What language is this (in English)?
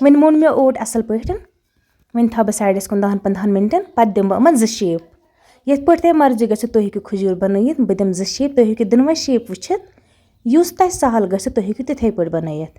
Kashmiri